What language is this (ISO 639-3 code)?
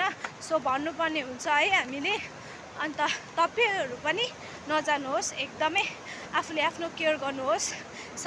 nep